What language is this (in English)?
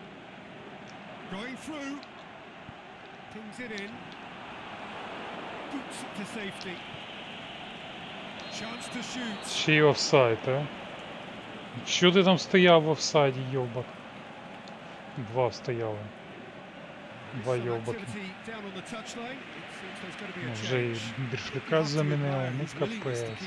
Ukrainian